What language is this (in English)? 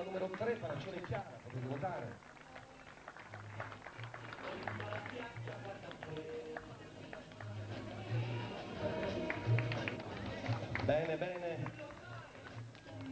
Italian